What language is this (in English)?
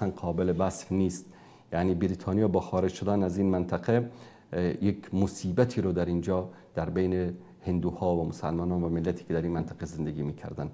Persian